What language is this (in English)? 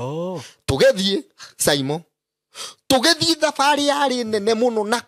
Kikuyu